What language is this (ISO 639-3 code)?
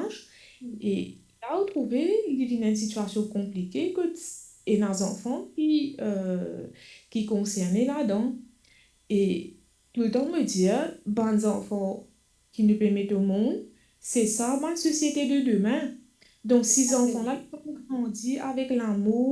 mfe